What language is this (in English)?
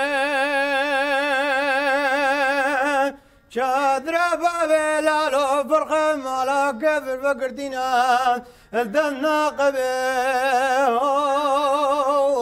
Kurdish